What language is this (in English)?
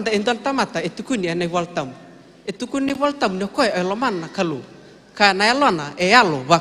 Fijian